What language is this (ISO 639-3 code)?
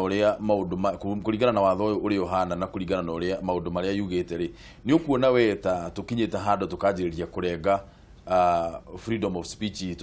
kik